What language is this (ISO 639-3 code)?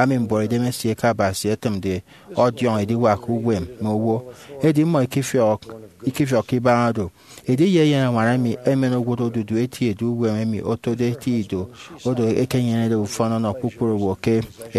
efi